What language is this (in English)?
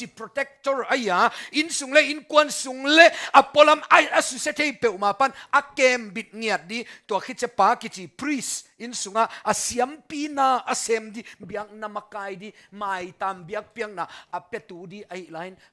Tedim Chin